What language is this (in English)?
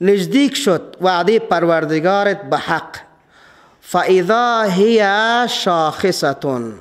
Persian